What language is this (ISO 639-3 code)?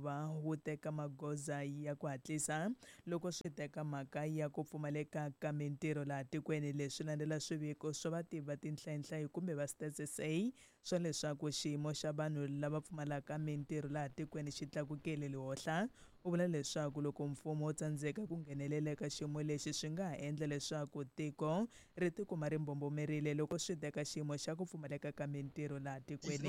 tso